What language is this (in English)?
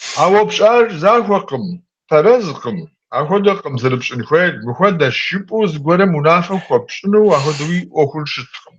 Kabardian